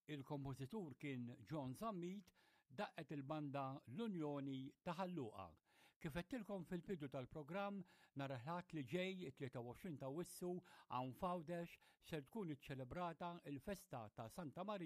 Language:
Maltese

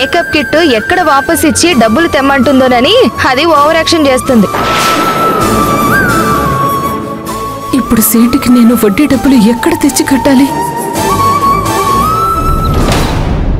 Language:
Telugu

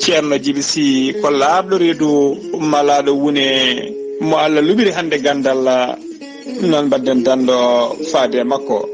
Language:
Fula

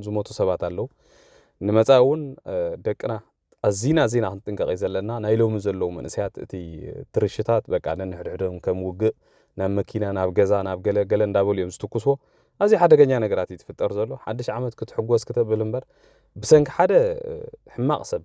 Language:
Tigrinya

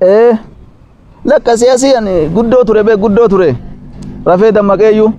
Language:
Oromo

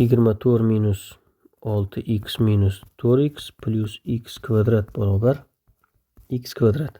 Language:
Uzbek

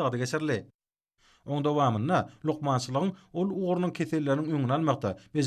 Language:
Turkmen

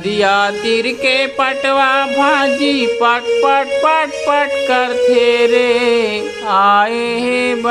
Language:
Chhattisgarhi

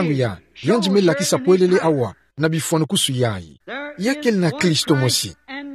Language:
Kituba (Democratic Republic of Congo)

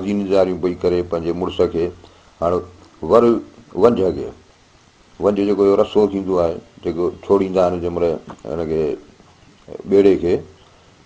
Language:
Sindhi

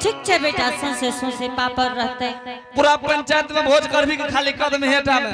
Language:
Angika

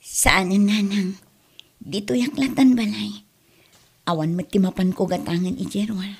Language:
Iloko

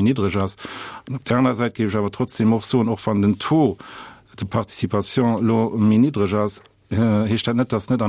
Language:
Luxembourgish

